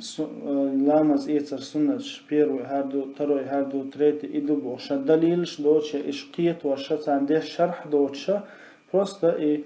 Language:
Chechen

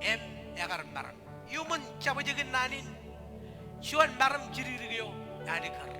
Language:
Marshallese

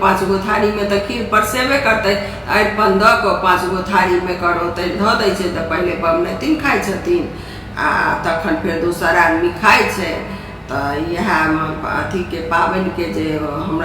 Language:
Maithili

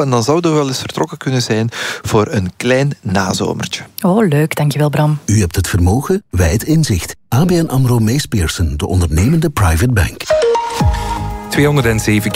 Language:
Dutch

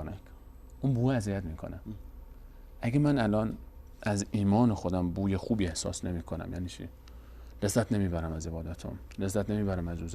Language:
Persian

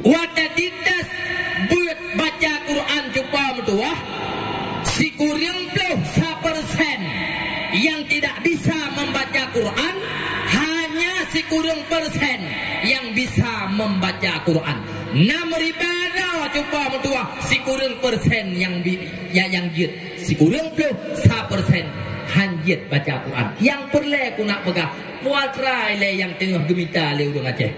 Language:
Achinese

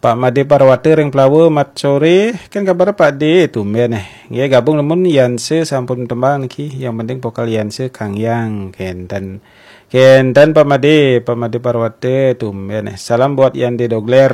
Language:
Balinese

